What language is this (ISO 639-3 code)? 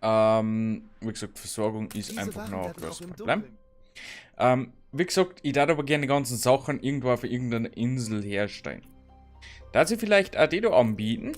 bar